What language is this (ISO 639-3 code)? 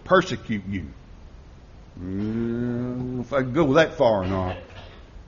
eng